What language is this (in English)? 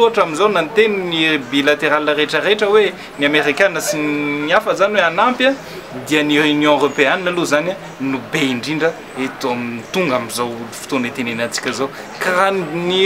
Malagasy